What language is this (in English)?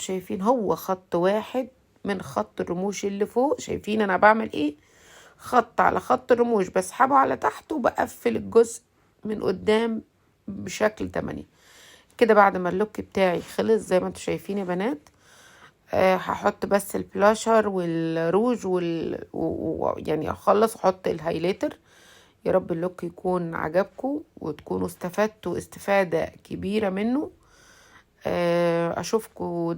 Egyptian Arabic